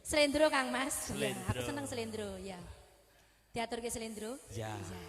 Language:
Javanese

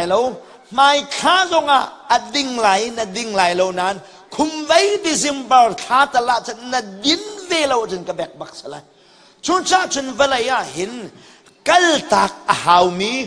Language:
Hakha Chin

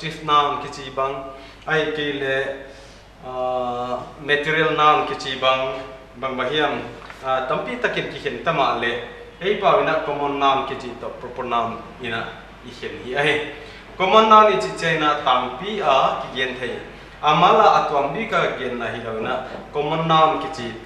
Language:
Paite Chin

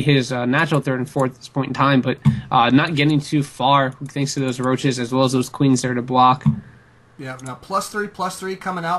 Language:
English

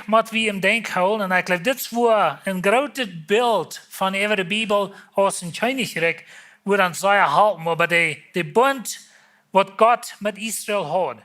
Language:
Plautdietsch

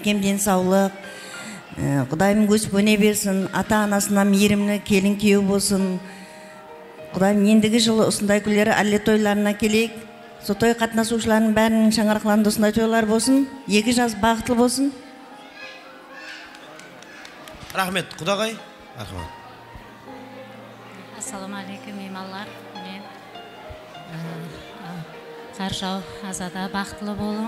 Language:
Kara-Kalpak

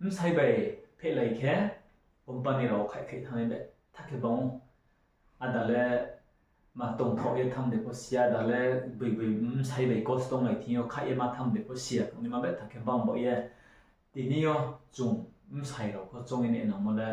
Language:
Riang (India)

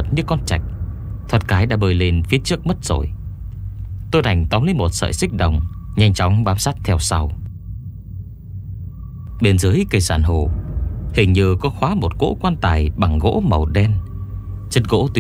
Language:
Vietnamese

